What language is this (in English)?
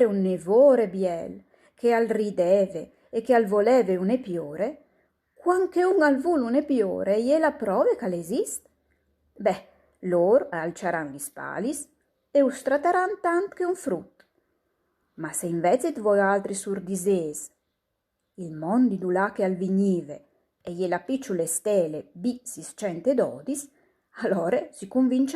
Friulian